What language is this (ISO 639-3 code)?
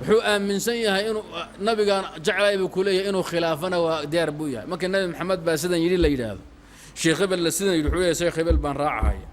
som